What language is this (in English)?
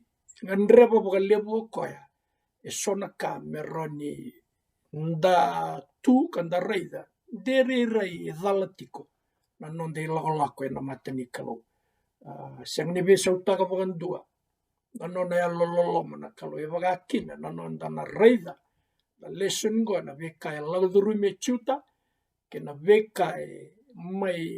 Fijian